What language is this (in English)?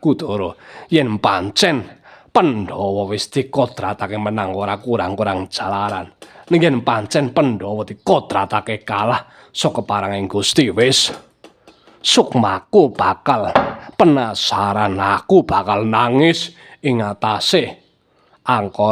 Javanese